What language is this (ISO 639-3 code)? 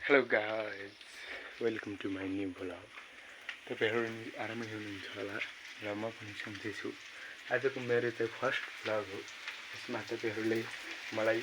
nep